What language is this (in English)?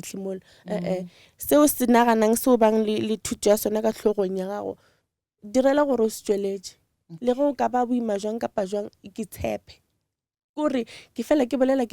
Northern Sotho